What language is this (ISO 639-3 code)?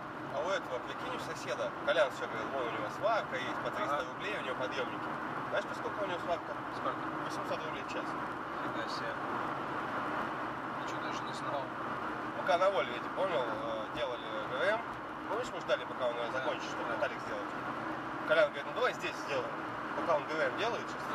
rus